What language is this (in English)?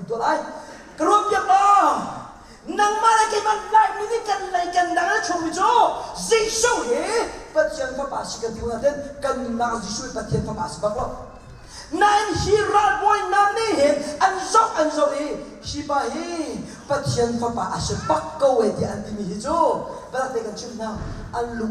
Hakha Chin